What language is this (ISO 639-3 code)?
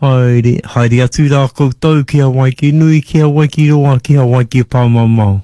mri